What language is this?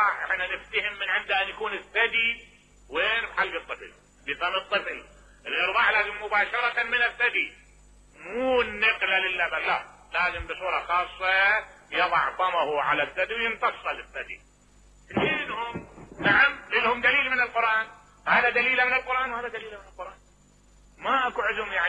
Mesopotamian Arabic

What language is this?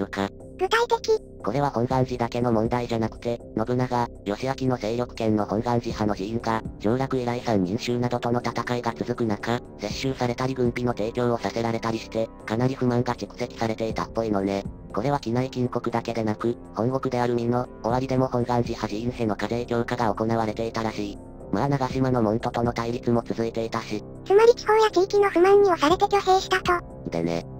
Japanese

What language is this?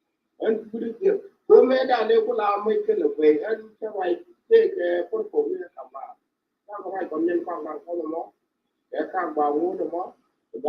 Nuer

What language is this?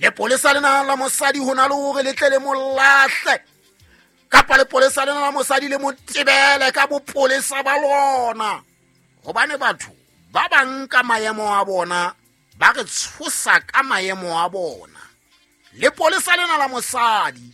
Southern Sotho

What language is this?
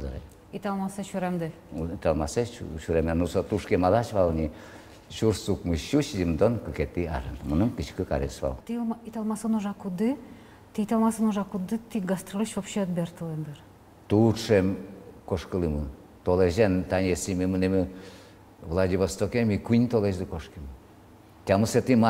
Udmurt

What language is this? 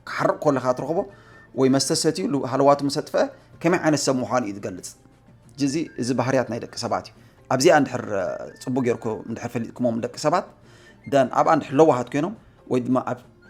Tigrinya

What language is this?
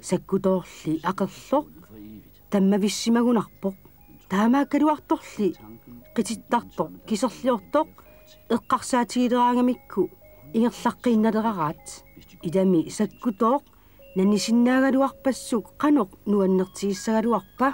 Kalaallisut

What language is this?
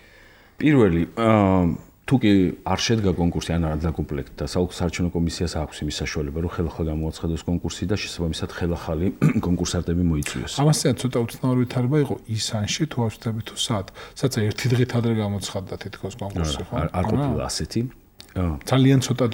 Georgian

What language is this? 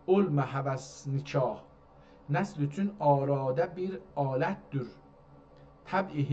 South Azerbaijani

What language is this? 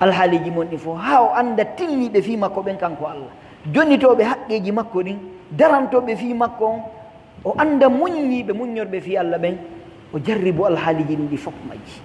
Pular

